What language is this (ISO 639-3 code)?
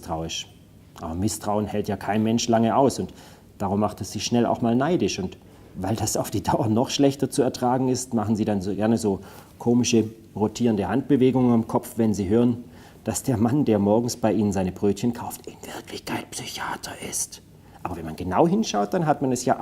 gsw